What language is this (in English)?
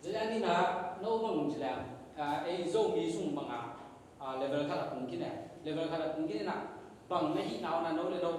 Tedim Chin